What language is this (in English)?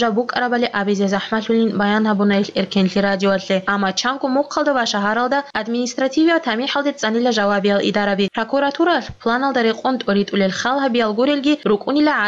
Avaric